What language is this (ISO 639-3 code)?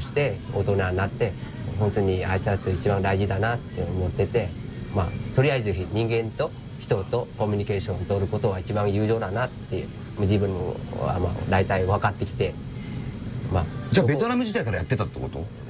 jpn